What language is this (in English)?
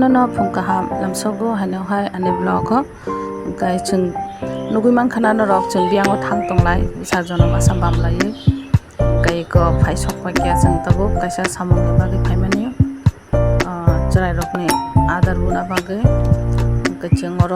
Kok Borok